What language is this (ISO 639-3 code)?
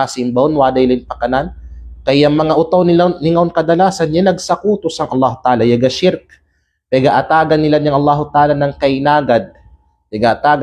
kqe